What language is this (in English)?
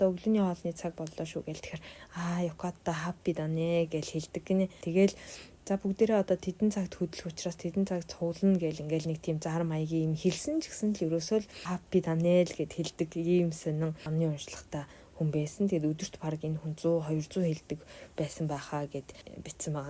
Mongolian